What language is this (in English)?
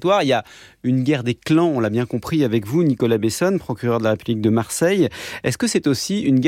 French